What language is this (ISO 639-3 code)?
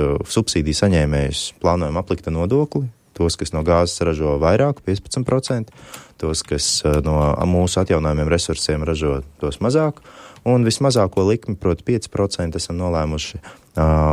lav